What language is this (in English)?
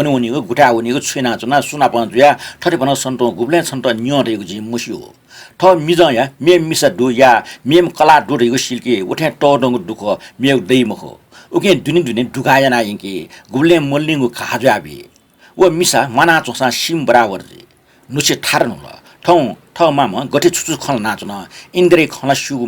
Newari